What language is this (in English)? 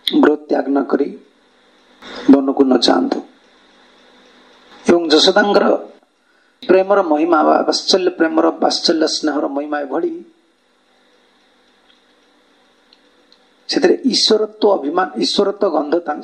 Odia